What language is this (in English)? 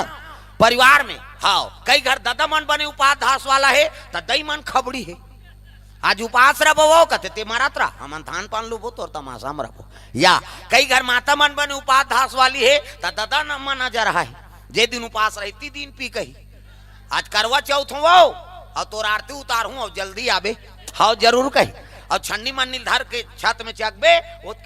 Chhattisgarhi